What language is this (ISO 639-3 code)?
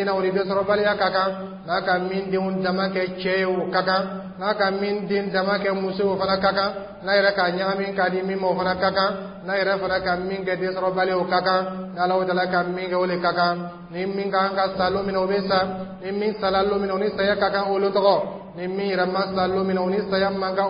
dyu